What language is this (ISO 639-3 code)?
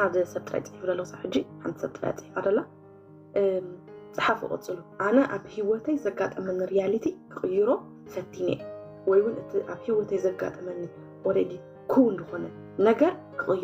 tir